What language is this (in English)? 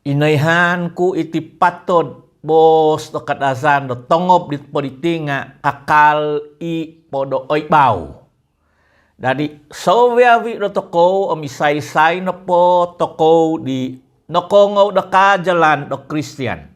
Central Dusun